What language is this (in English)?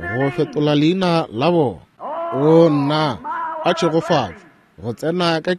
Northern Sotho